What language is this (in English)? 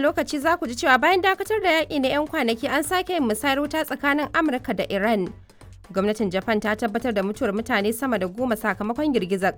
Hausa